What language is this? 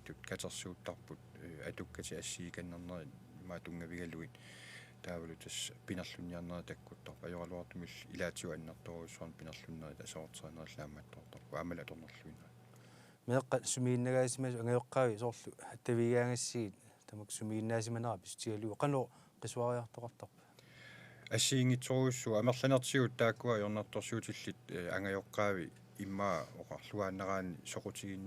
Kalaallisut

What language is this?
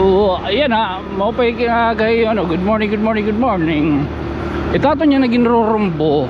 Waray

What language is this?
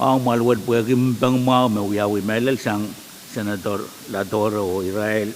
Pohnpeian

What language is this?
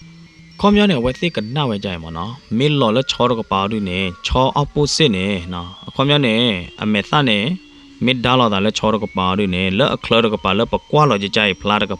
S'gaw Karen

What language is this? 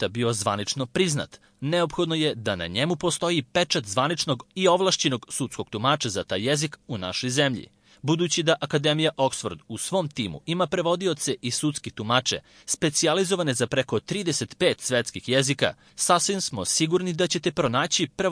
Serbian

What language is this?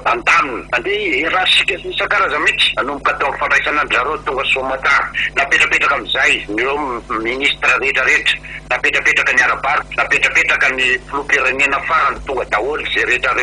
Malagasy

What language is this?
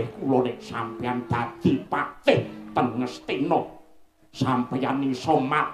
Javanese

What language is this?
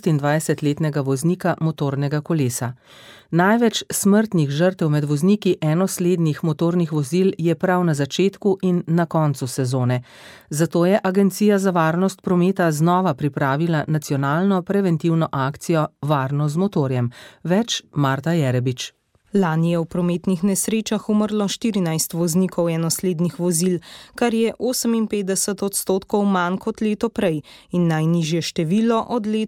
Slovenian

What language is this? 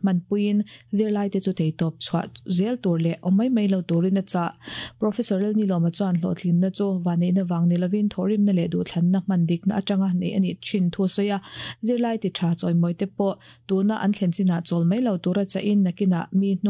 Mizo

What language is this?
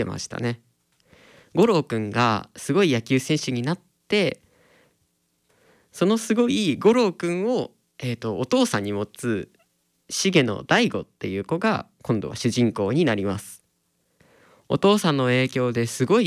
Japanese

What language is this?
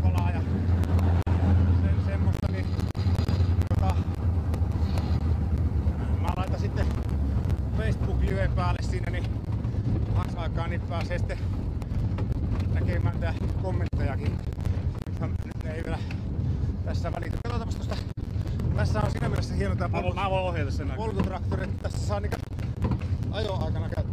Finnish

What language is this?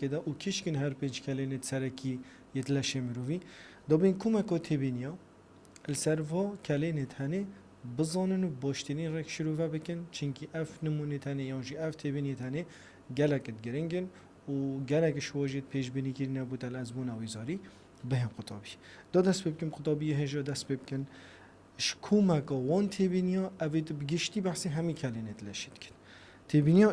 Kurdish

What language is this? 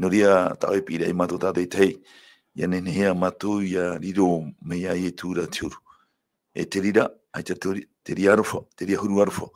Tahitian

